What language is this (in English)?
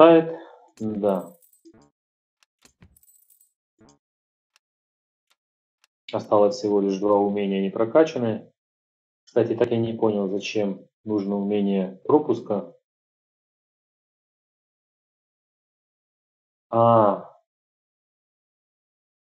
Russian